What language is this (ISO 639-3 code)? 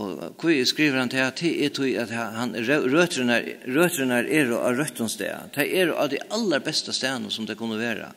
fao